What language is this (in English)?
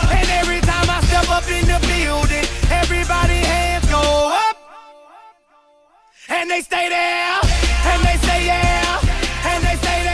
English